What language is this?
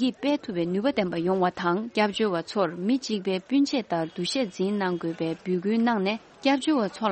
Tibetan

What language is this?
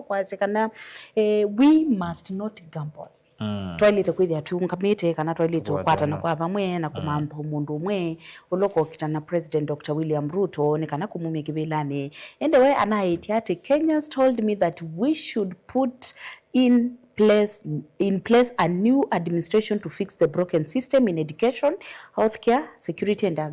Kamba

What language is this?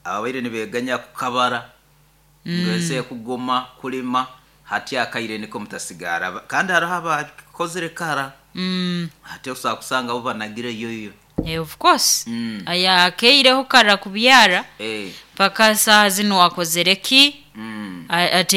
Nyoro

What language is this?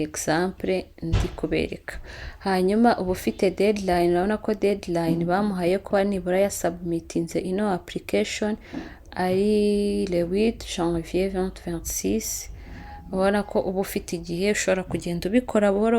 Kinyarwanda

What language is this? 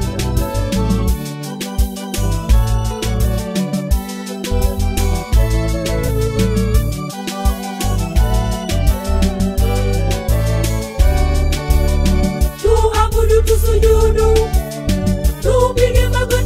Swahili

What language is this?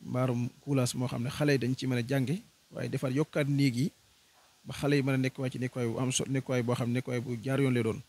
Wolof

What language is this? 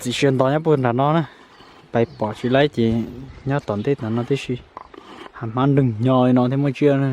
Hmong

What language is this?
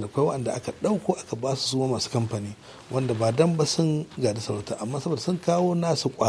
Hausa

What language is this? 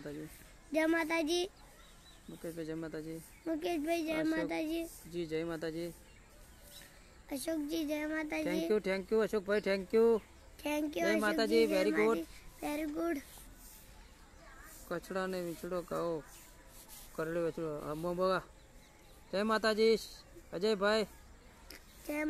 Gujarati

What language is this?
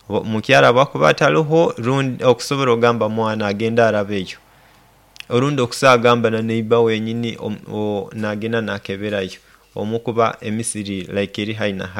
Nyoro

